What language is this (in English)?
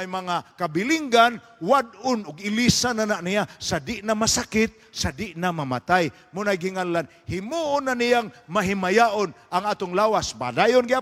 Cebuano